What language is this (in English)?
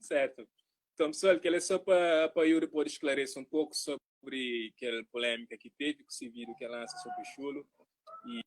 Kabuverdianu